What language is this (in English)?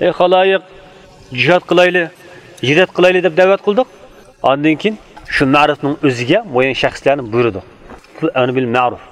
Uyghur